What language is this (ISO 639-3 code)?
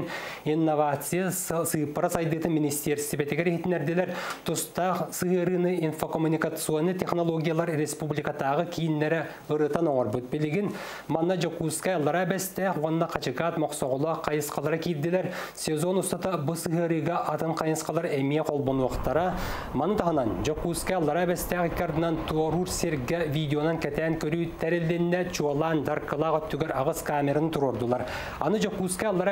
sah